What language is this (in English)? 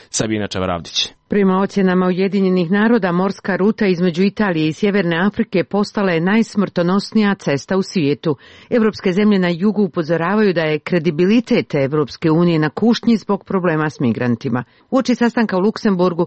Serbian